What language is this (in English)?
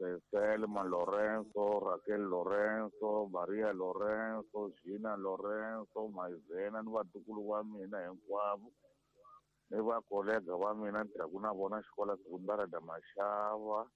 Tsonga